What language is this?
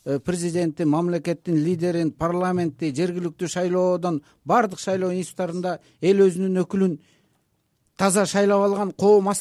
Kyrgyz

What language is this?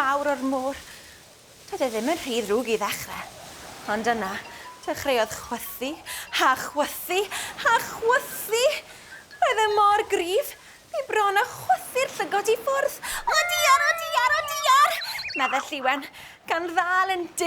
Welsh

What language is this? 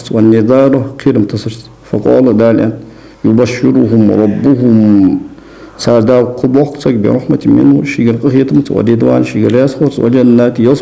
Ingush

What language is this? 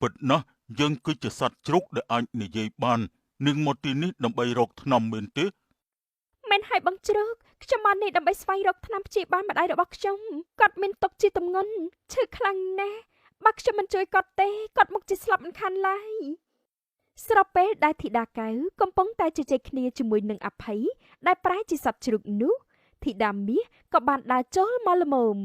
Khmer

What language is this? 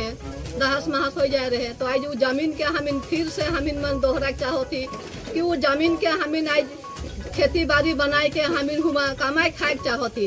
Sadri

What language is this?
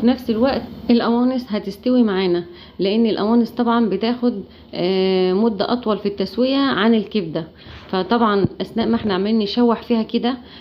Egyptian Arabic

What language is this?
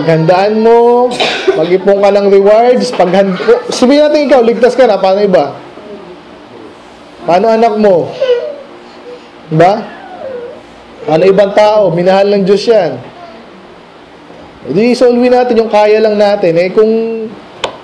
Filipino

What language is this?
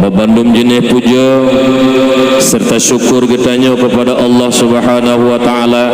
Achinese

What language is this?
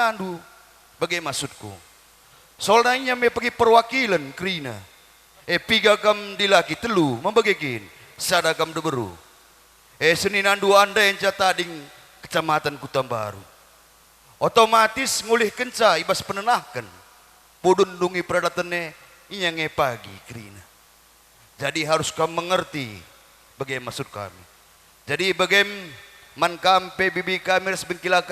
Batak Karo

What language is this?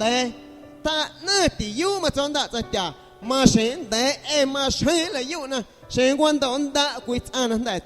Guerrero Amuzgo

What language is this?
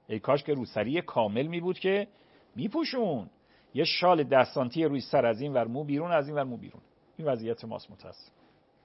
Persian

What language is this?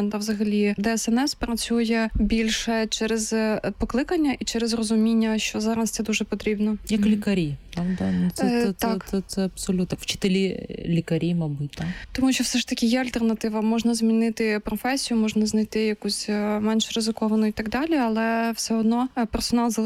Ukrainian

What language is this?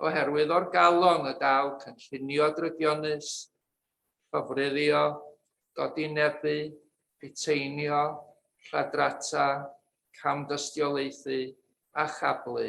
Welsh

